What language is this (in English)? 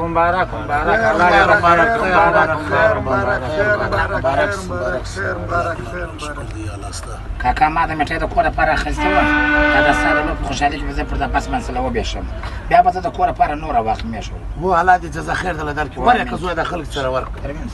Pashto